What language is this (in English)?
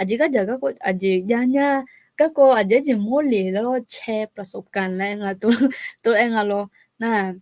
Akha